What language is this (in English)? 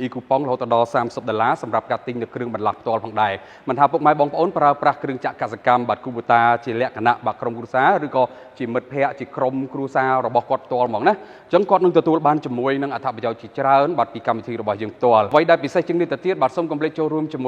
Khmer